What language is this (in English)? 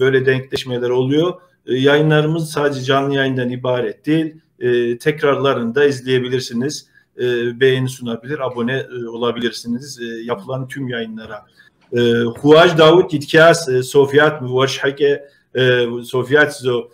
Kabardian